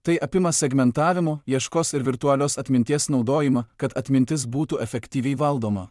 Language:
Lithuanian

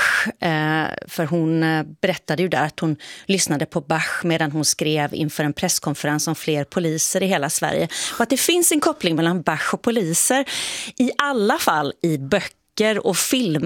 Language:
Swedish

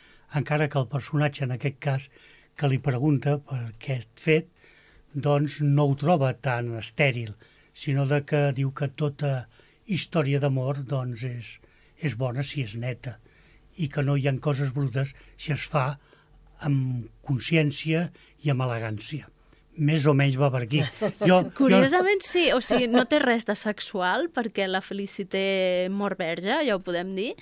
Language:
Catalan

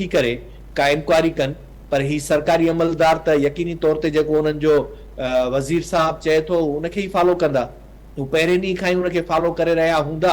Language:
Sindhi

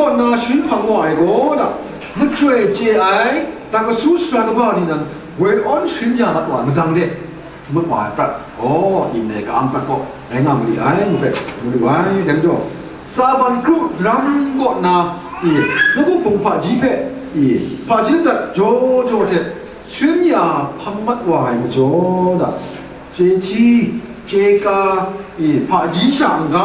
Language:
Kachin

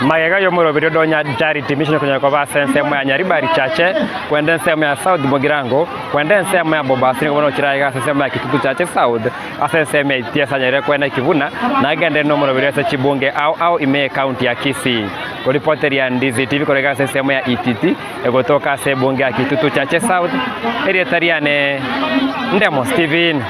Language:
Gusii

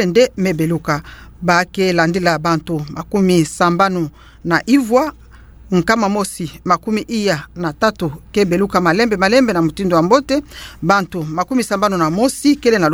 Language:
Kituba (Democratic Republic of Congo)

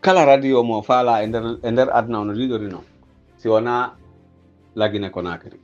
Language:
Pular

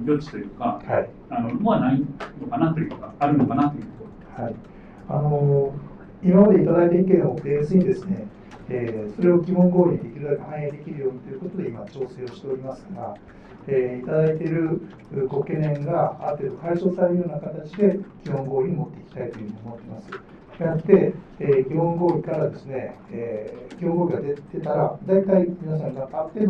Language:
Japanese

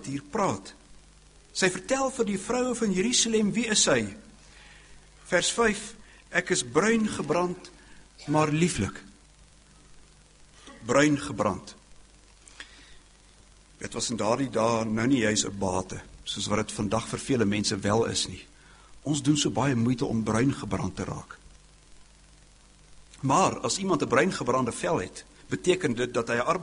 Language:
Afrikaans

